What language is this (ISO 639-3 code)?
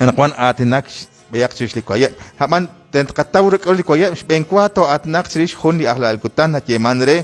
kek